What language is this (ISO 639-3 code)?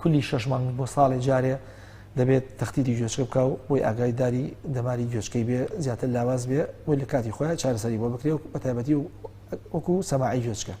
ckb